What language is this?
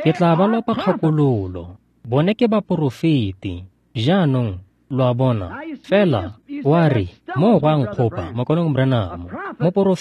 Tswana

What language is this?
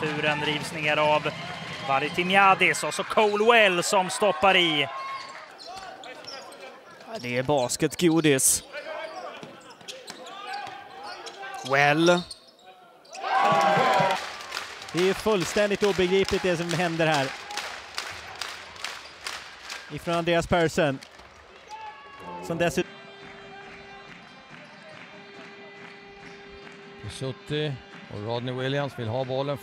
Swedish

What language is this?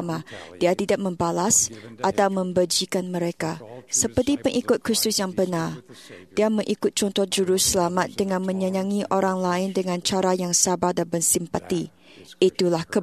Malay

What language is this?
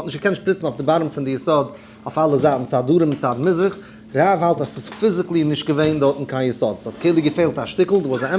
Yiddish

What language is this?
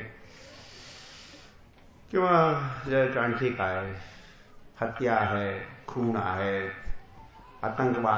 Marathi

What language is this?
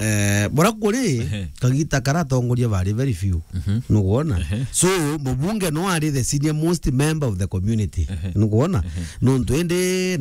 Meru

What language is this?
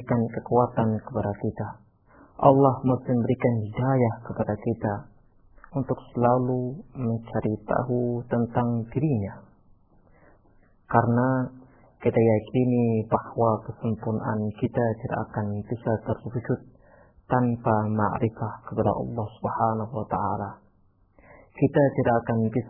Indonesian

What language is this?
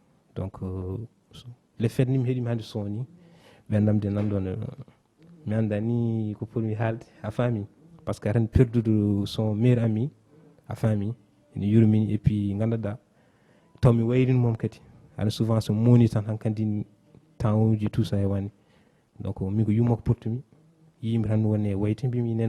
Fula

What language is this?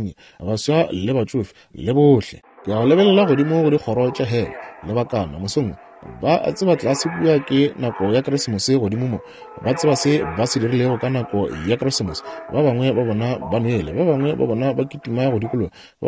Northern Sotho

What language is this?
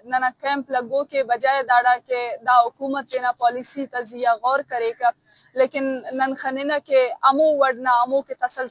Eastern Balochi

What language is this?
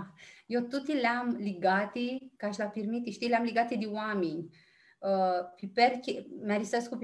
Aromanian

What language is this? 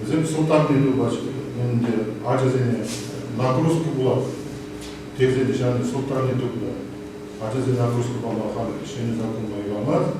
Chuvash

